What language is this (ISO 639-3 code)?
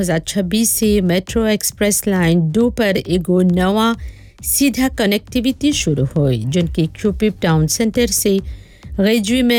bho